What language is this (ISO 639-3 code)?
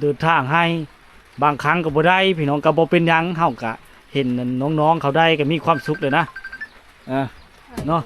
lao